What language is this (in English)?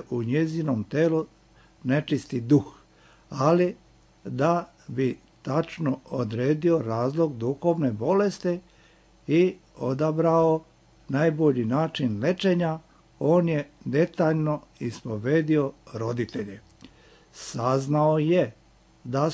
Serbian